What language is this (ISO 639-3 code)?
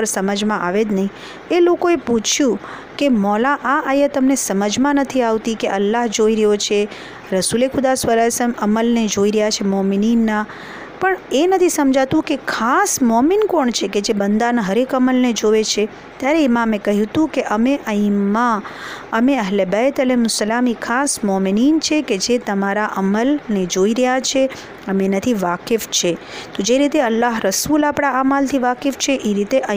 guj